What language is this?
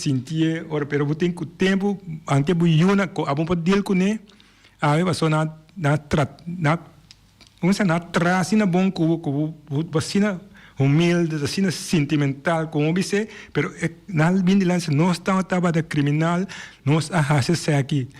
Papiamento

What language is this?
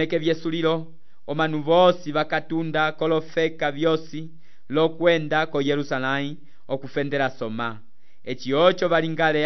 Umbundu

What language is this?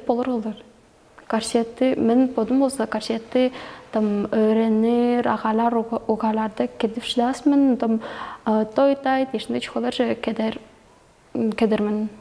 Tuvinian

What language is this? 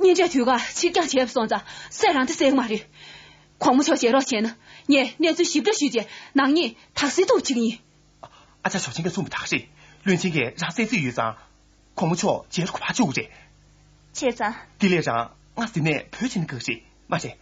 Tibetan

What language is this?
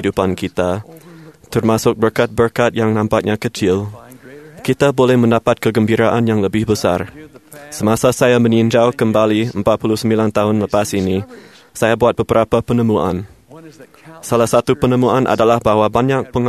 Malay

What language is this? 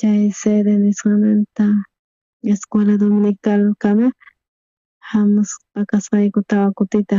South Bolivian Quechua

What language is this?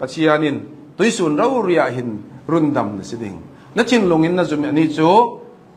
Hakha Chin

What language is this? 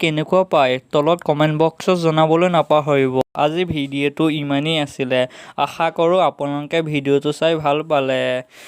Assamese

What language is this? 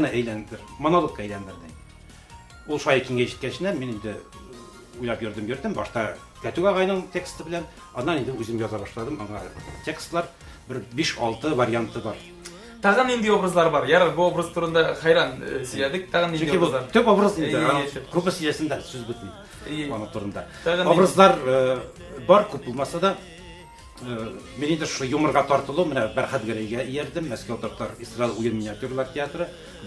Tatar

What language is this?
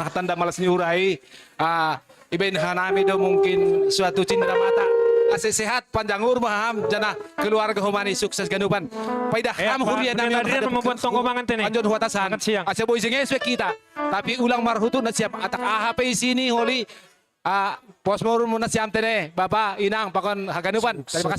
Batak Simalungun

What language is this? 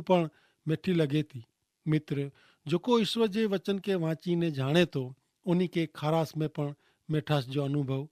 Kachhi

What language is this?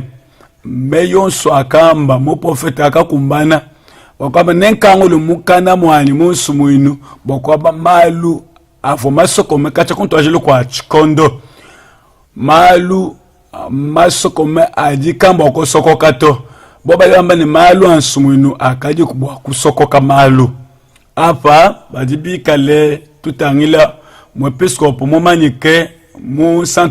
Luba-Lulua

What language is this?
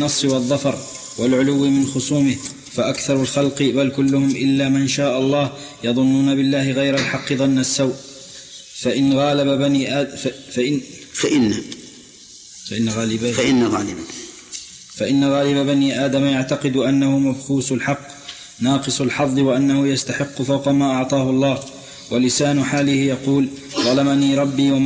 Arabic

